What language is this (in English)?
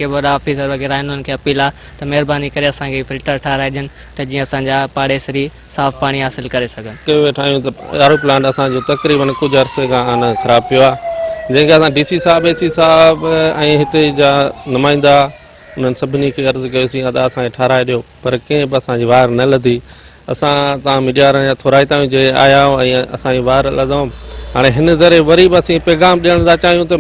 Sindhi